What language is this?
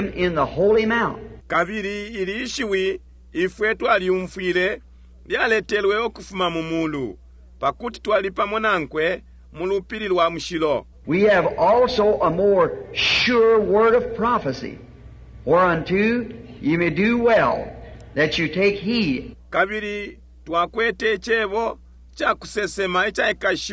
Bemba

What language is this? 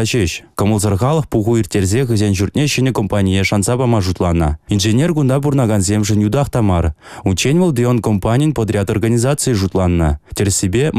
Chuvash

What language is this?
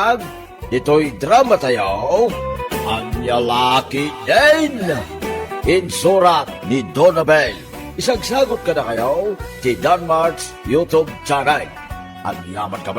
Iloko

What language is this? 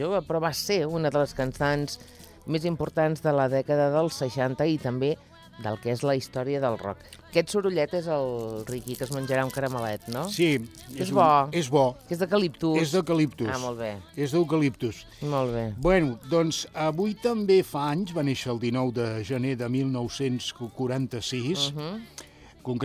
Catalan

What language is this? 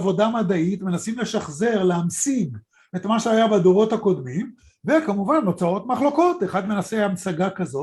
Hebrew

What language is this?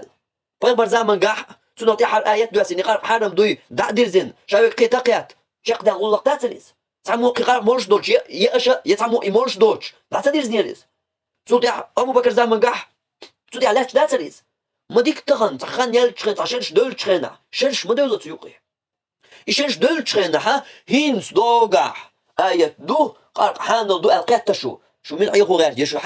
Chechen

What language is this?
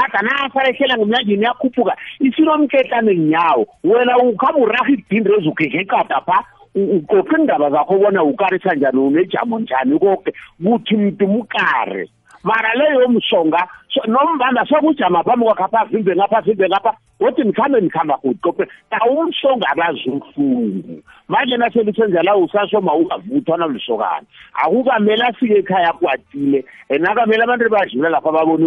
South Ndebele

